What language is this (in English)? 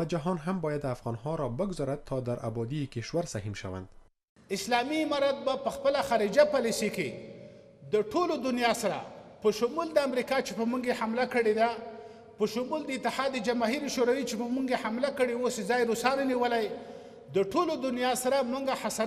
Pashto